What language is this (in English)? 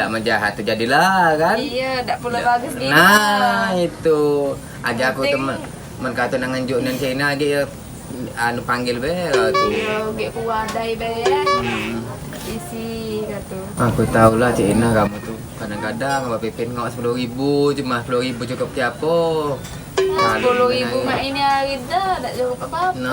Musi